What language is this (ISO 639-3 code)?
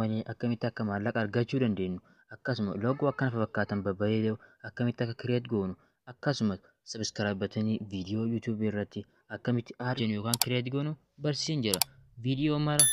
orm